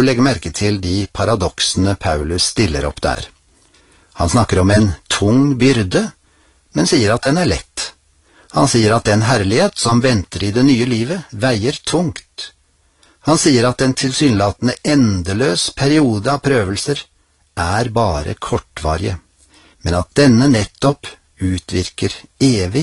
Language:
Norwegian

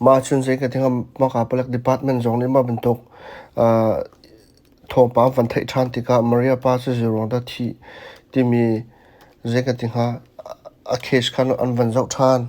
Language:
Hakha Chin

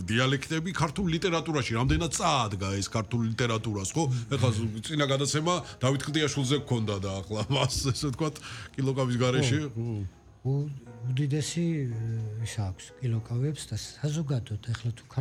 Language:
Georgian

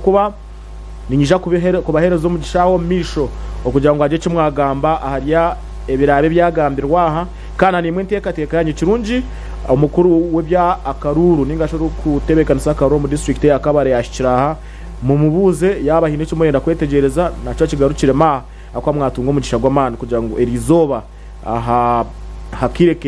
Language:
Nyankole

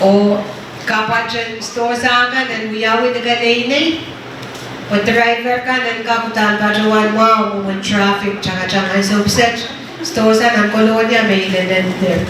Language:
Pohnpeian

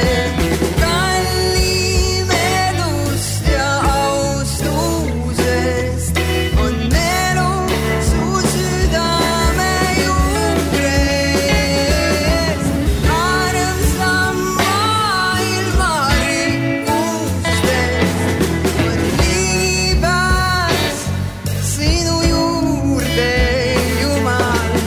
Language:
Estonian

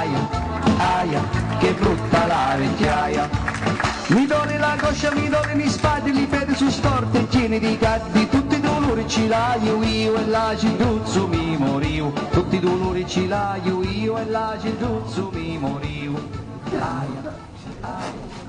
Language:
Sicilian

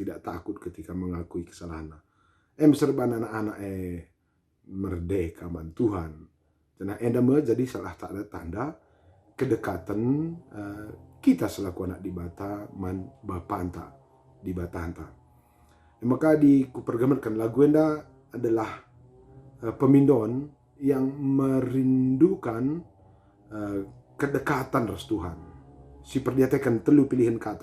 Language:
Batak Karo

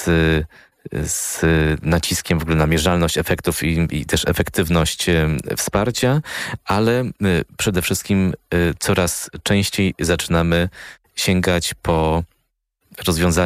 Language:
Polish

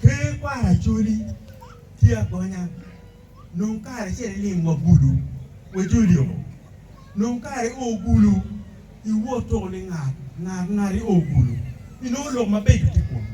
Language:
Acoli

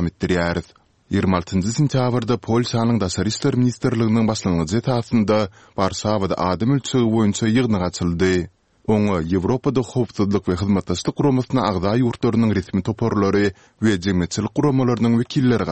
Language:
Turkmen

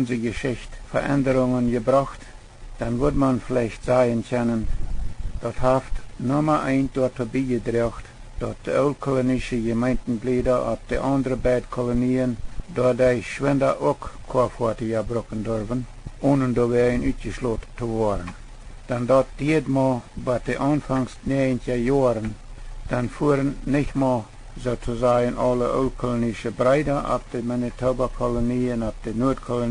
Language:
Plautdietsch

